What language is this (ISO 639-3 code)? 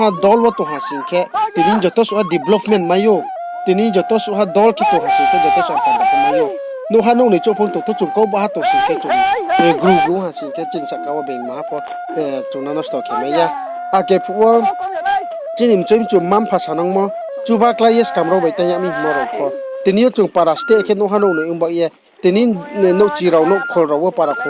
ria